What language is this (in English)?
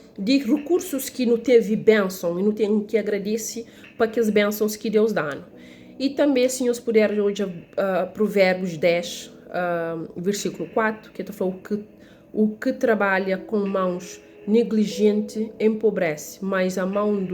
Kabuverdianu